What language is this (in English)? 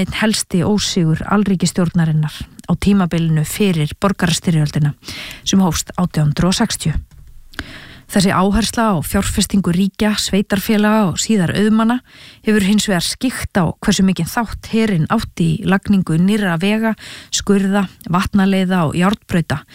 Icelandic